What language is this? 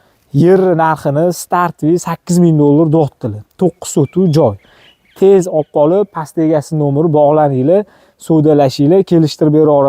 Uzbek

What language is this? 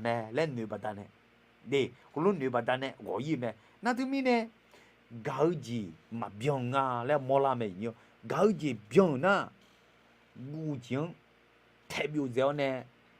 Akha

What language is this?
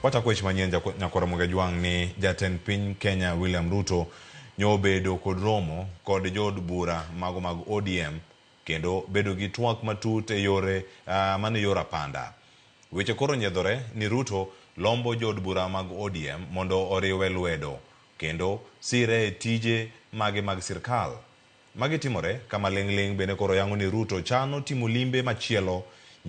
Luo (Kenya and Tanzania)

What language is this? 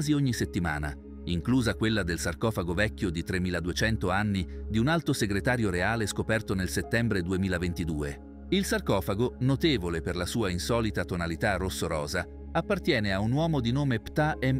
Italian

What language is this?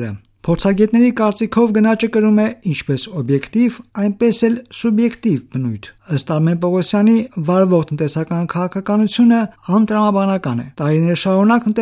Armenian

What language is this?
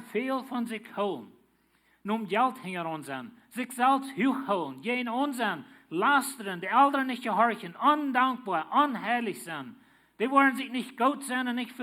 Plautdietsch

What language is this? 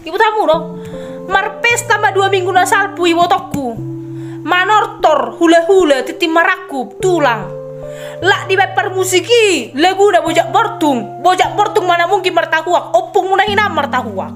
Batak Toba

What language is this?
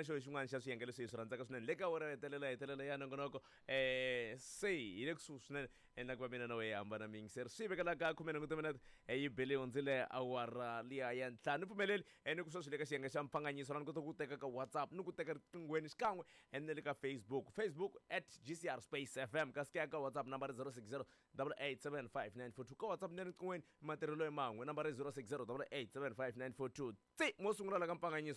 Tsonga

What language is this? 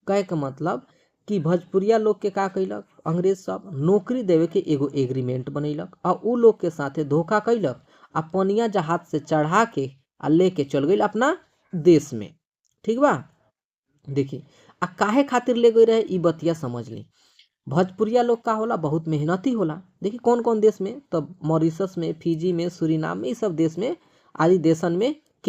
Bhojpuri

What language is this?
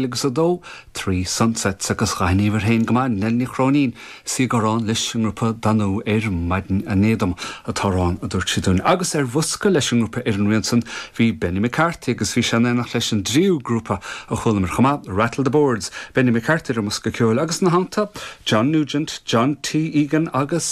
Irish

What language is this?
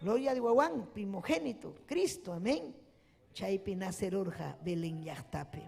Ayacucho Quechua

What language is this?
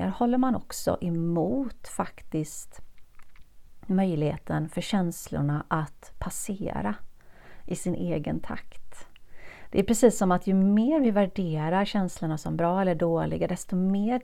Swedish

